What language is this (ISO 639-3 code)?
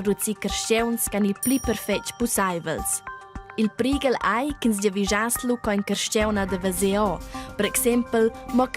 roh